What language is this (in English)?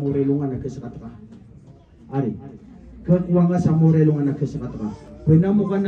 Maranao